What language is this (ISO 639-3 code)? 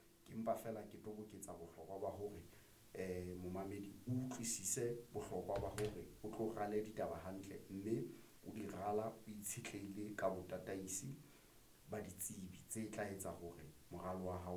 sot